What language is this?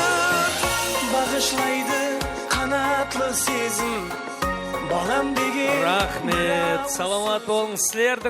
Kara-Kalpak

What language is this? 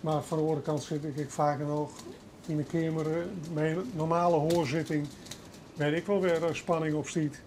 Western Frisian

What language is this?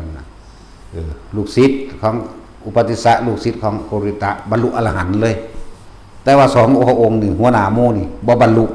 Northeastern Thai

